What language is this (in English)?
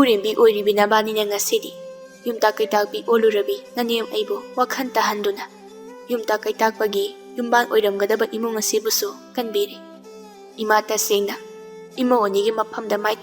Manipuri